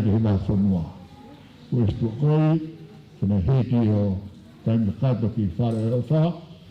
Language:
Tongan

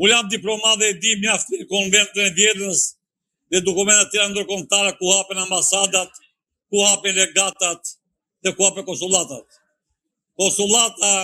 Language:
Albanian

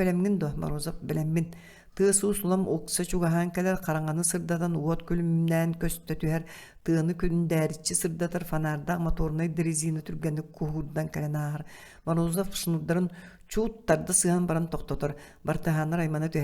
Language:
Yakut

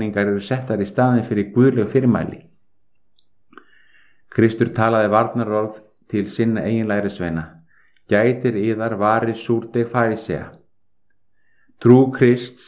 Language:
Icelandic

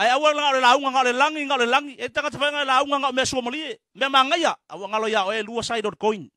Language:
Samoan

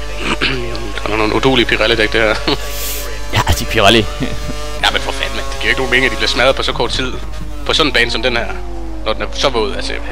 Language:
Danish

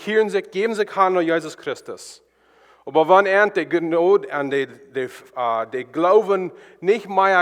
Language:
Plautdietsch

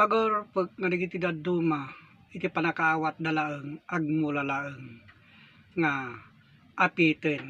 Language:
Iloko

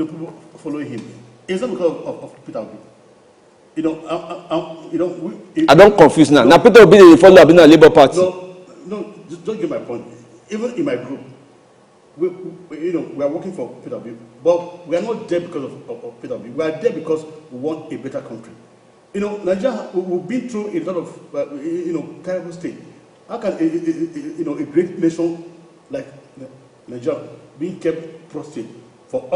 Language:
Nigerian Pidgin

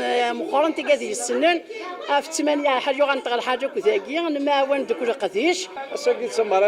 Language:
Kabyle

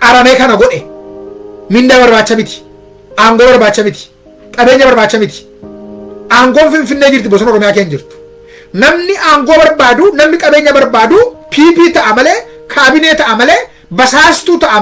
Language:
Oromo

